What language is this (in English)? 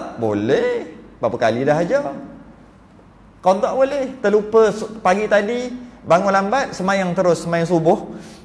Malay